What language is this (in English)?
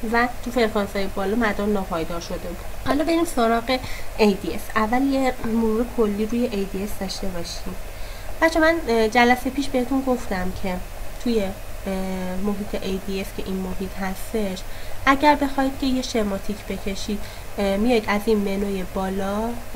Persian